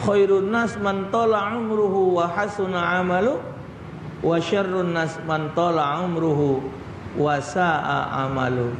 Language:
Musi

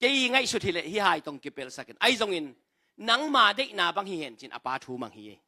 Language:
Tedim Chin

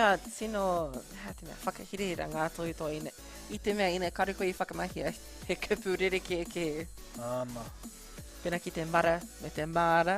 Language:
Māori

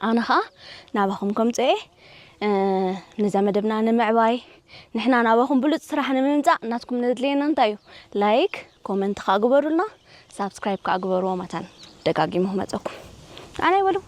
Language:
Tigrinya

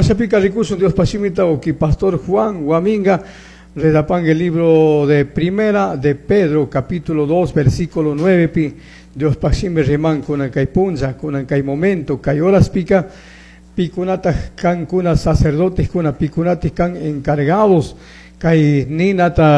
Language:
Chimborazo Highland Quichua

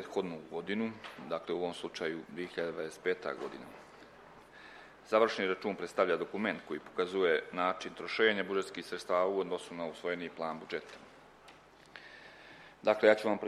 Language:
Serbian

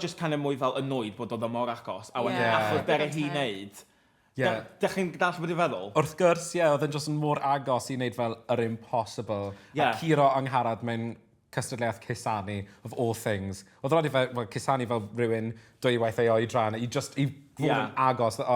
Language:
Welsh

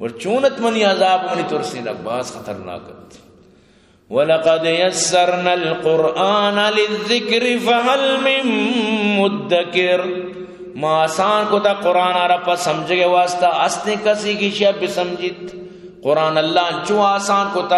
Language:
Eastern Balochi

